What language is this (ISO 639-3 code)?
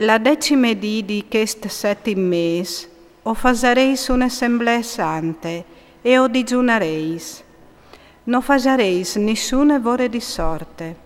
fur